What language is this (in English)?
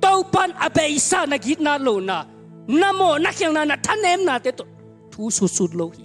Tedim Chin